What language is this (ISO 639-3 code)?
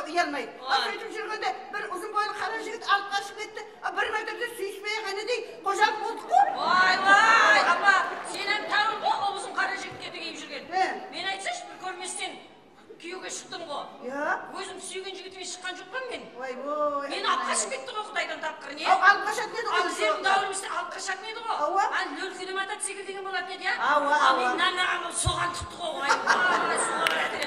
kaa